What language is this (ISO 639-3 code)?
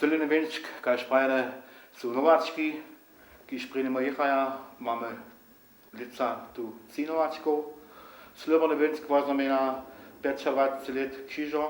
hsb